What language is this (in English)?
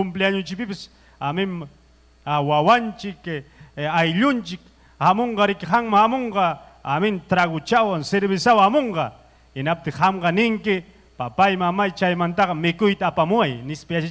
Ayacucho Quechua